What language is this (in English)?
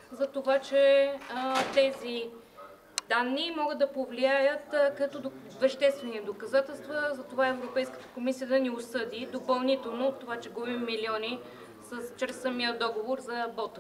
Bulgarian